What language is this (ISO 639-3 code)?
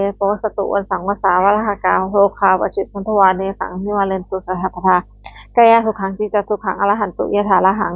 pli